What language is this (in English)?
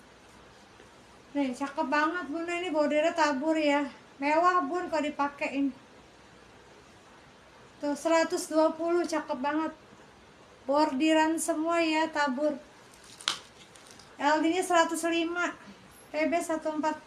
Indonesian